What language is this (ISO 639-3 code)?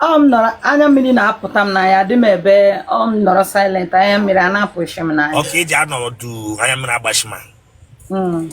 ibo